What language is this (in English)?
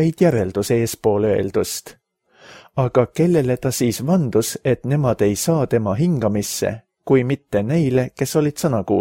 Estonian